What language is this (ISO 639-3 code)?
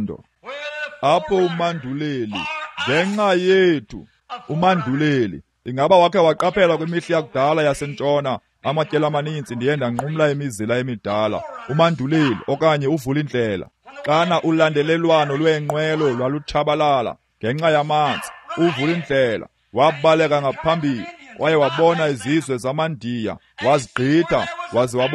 xho